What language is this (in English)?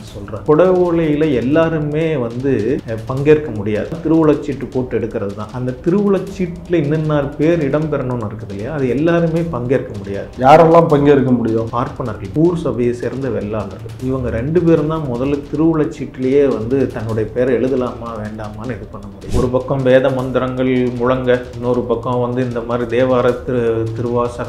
Tamil